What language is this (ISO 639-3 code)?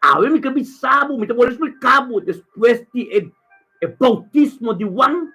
pap